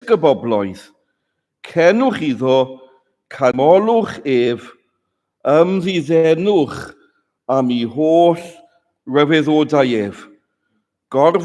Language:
Welsh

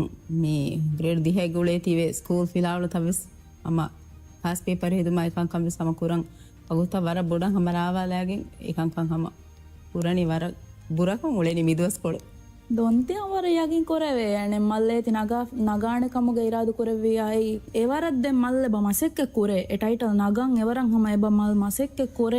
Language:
Divehi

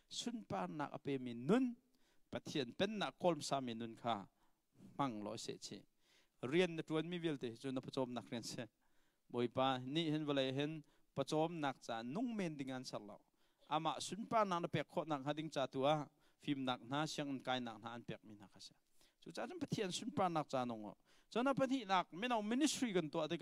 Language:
Hakha Chin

